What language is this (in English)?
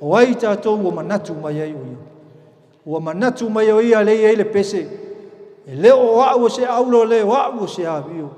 Samoan